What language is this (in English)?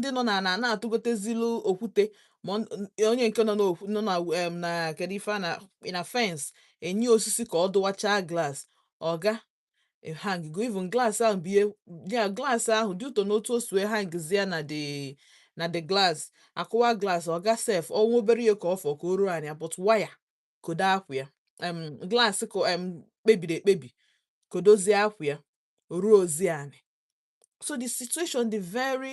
Igbo